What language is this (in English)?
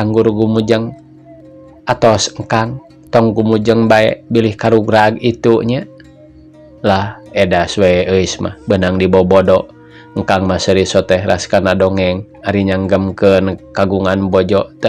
Sundanese